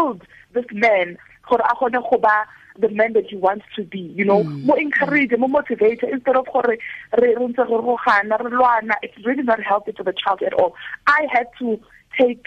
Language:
Tswana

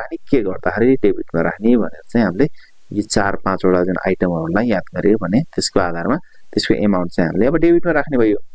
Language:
Nepali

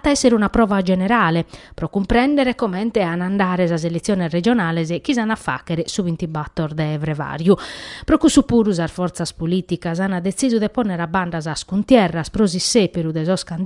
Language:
Sardinian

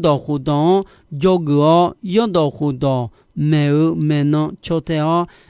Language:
Akha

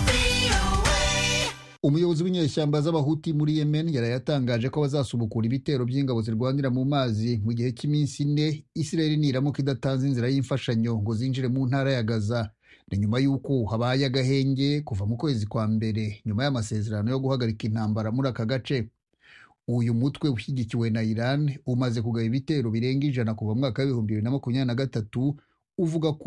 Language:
Kinyarwanda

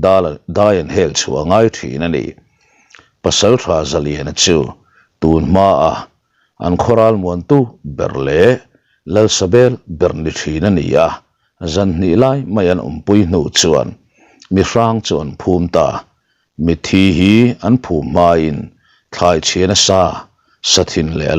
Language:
Mizo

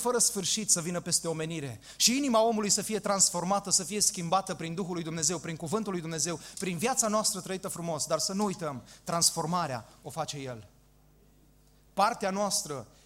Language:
Romanian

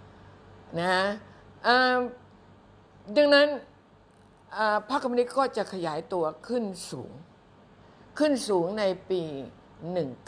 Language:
Thai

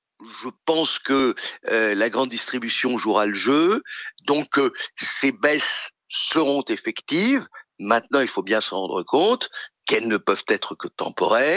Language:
French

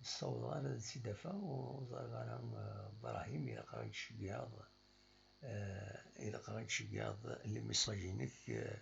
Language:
Kabyle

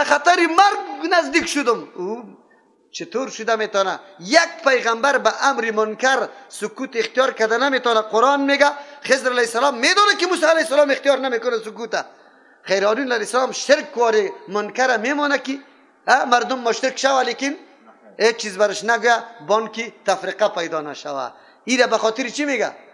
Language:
Persian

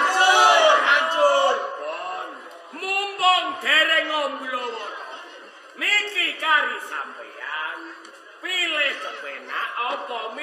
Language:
Javanese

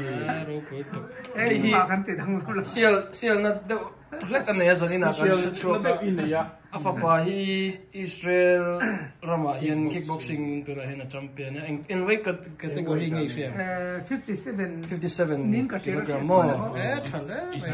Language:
Vietnamese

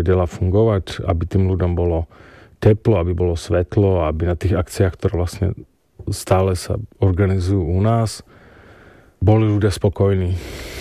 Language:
Slovak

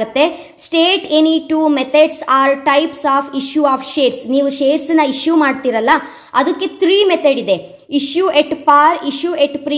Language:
Kannada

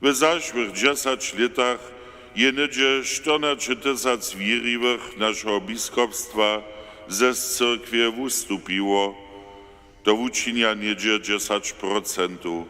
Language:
Upper Sorbian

